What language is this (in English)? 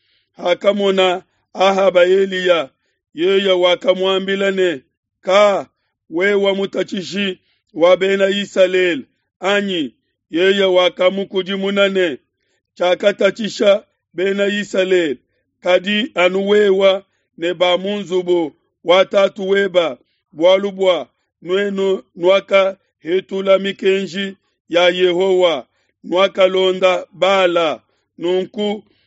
Luba-Lulua